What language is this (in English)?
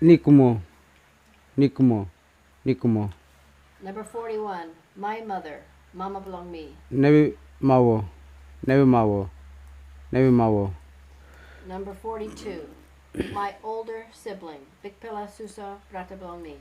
Kamasau